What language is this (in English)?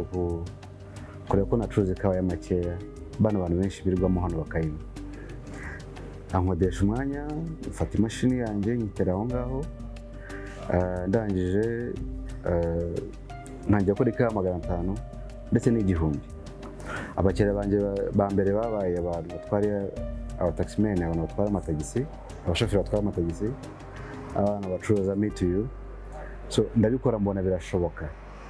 Kinyarwanda